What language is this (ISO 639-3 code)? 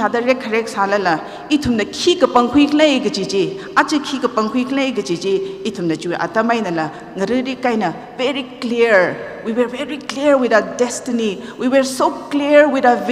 nmf